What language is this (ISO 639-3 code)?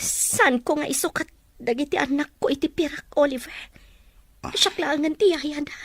ilo